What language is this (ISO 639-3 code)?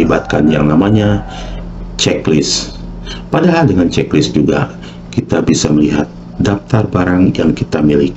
ind